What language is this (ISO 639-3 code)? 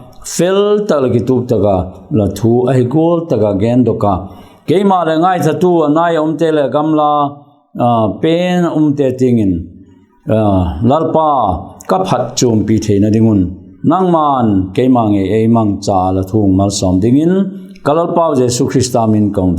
vap